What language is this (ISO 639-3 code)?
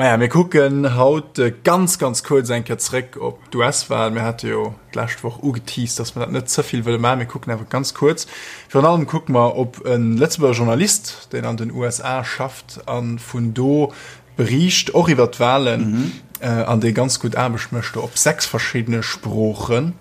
ltz